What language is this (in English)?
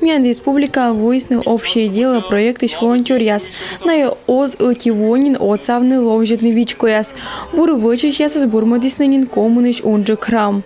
Komi